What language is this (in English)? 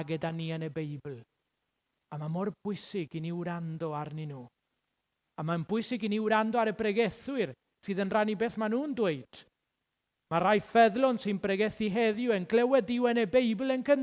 Welsh